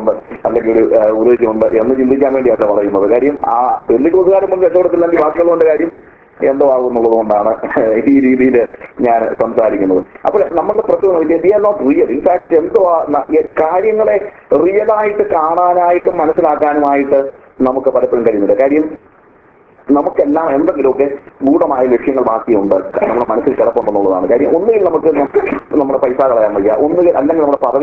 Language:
Malayalam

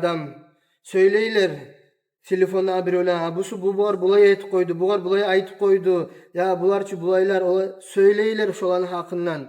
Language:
Kumyk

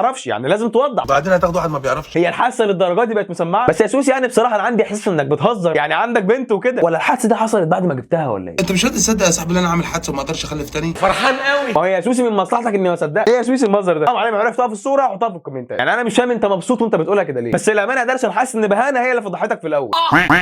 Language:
Egyptian Arabic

